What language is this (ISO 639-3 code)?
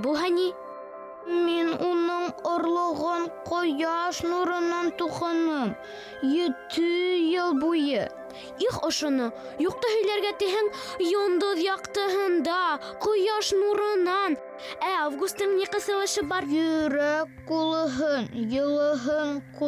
bak